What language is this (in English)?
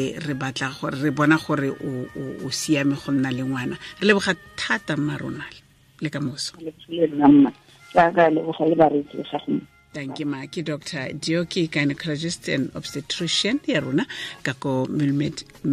Tswana